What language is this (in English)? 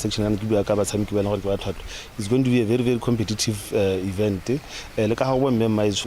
Tswana